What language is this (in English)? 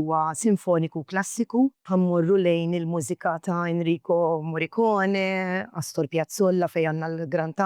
Maltese